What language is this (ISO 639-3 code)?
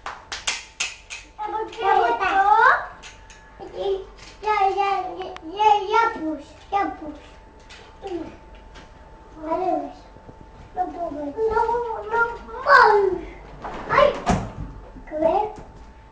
cat